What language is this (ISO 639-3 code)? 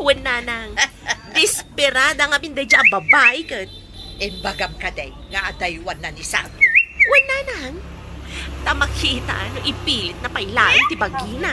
ilo